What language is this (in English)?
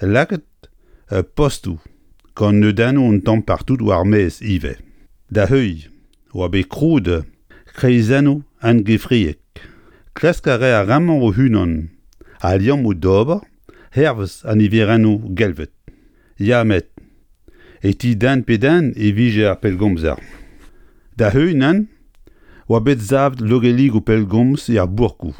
Breton